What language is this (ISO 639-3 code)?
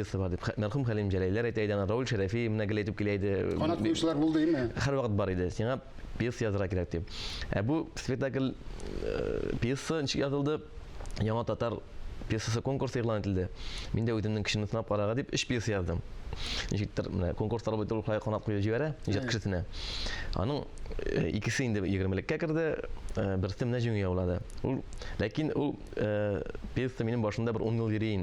tat